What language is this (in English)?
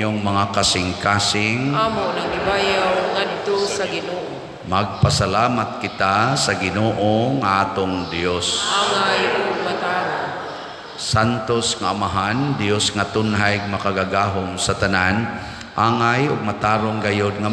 Cebuano